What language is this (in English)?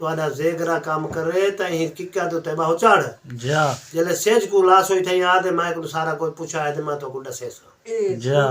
Saraiki